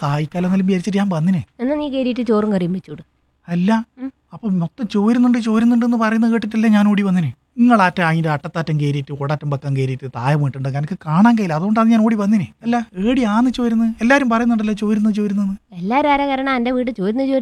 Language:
Malayalam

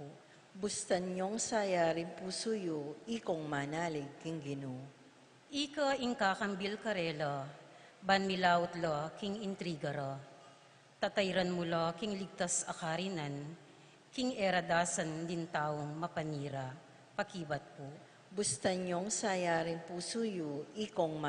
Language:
Pampanga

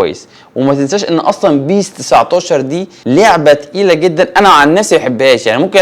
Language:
Egyptian Arabic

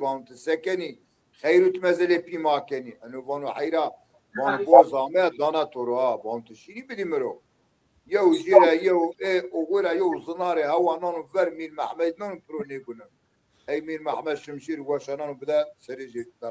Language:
Zaza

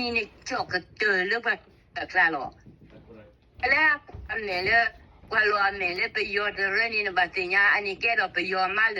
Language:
S'gaw Karen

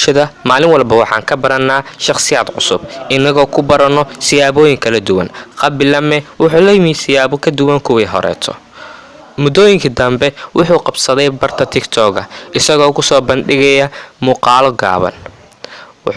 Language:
Somali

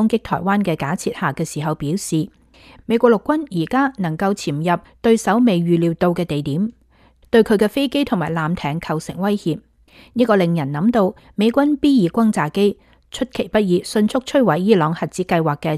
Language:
Cantonese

